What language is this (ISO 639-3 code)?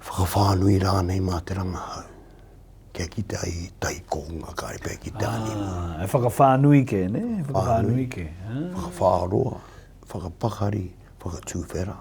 mri